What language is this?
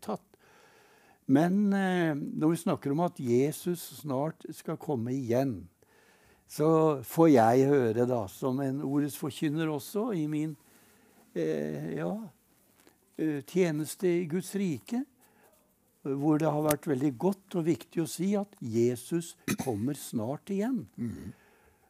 Norwegian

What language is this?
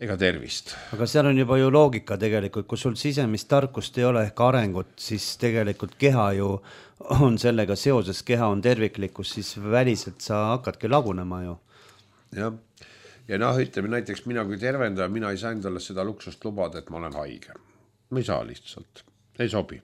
Estonian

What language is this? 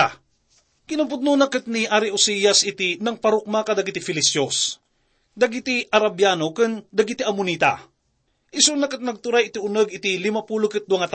Iloko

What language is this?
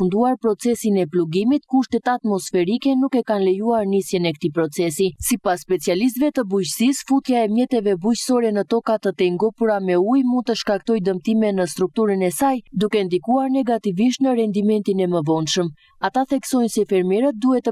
Albanian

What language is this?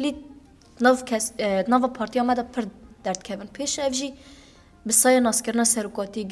Kurdish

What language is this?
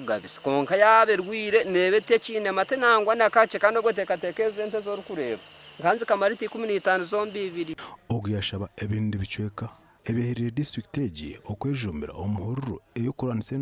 Nyankole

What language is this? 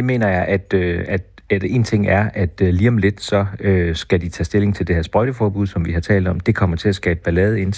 Danish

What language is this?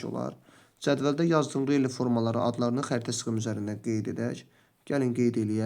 Azerbaijani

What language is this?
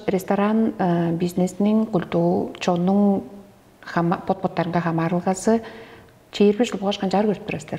Tuvinian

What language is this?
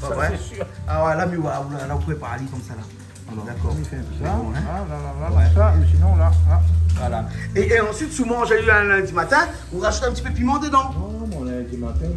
Réunion Creole French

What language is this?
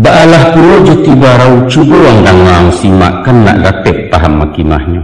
Minangkabau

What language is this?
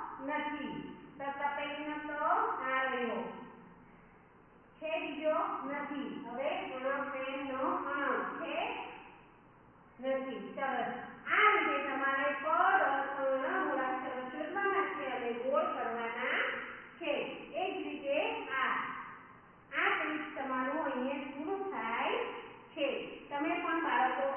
Gujarati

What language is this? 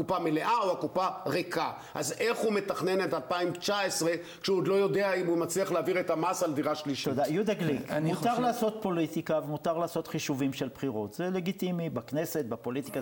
Hebrew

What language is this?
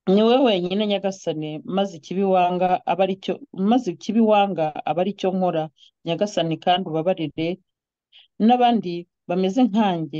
Kinyarwanda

